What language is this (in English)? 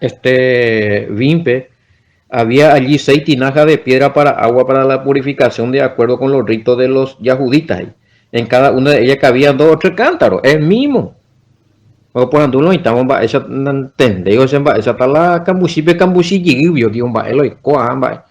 Guarani